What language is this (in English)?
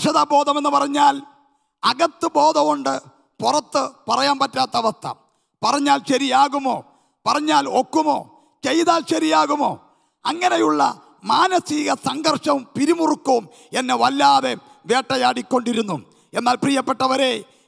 Malayalam